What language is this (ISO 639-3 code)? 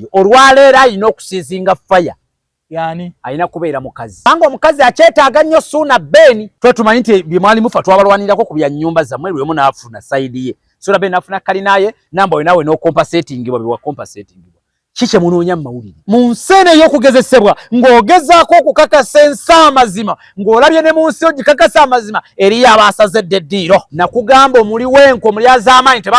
lug